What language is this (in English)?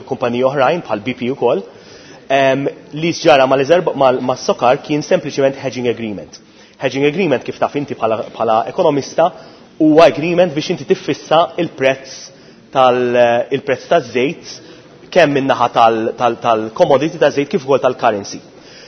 Maltese